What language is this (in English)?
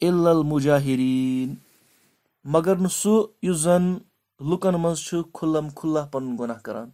Kashmiri